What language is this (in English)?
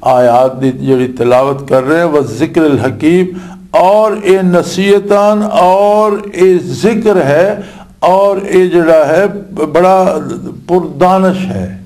Western Panjabi